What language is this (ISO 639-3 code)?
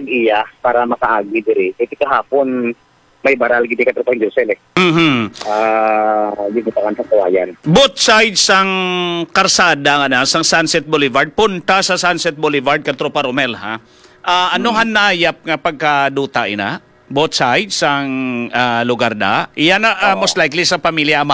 hil